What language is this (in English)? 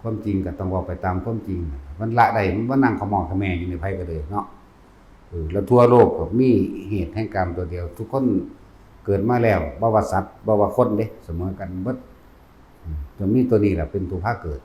Northeastern Thai